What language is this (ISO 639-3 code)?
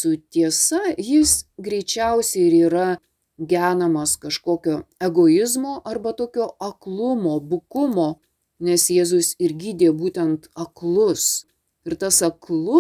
lit